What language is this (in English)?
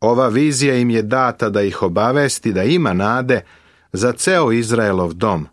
Serbian